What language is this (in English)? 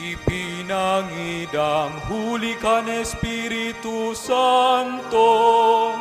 Bikol